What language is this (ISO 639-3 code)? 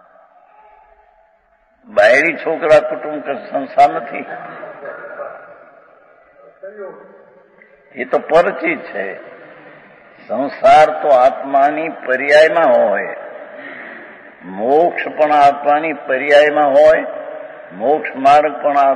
guj